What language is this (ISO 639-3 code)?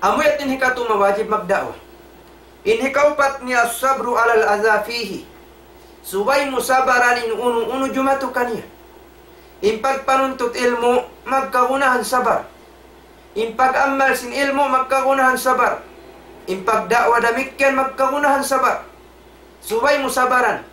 tsg